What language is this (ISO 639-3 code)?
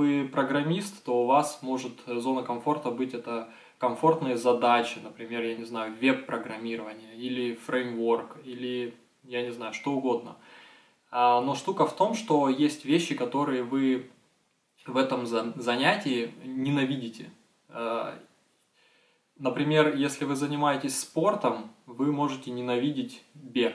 rus